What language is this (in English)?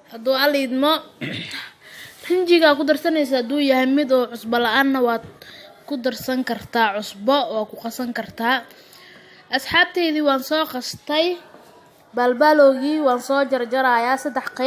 Somali